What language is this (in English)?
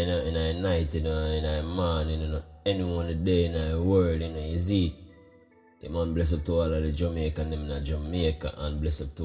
Jamaican Creole English